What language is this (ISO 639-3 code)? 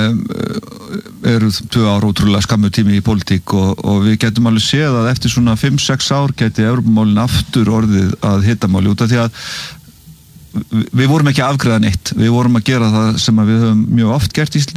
isl